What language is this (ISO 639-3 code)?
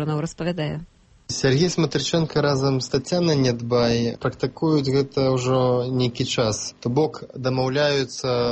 bel